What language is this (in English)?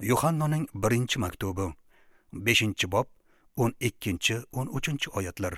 Uzbek